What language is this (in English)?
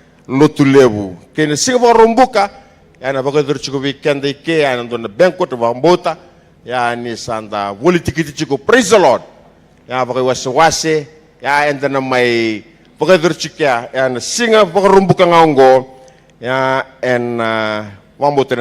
Fijian